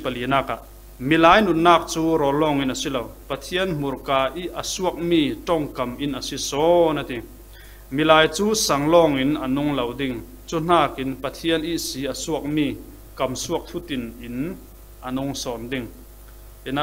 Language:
Falam Chin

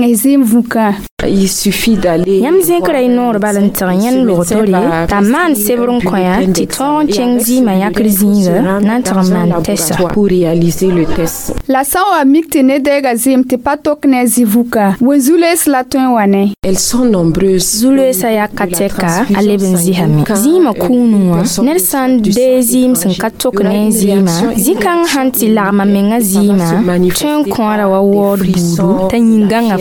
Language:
Mossi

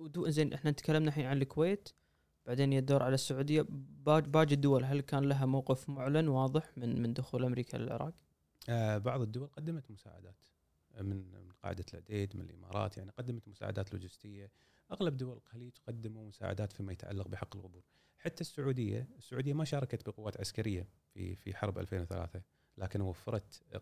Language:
Gulf Arabic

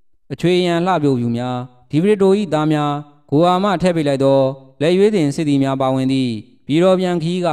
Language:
Burmese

